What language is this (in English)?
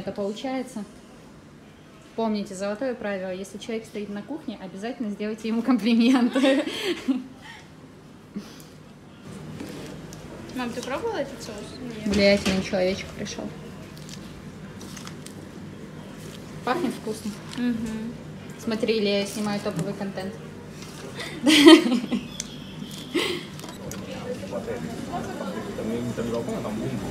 Russian